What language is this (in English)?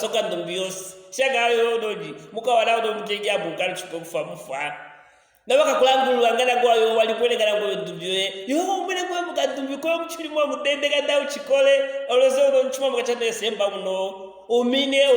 Luvale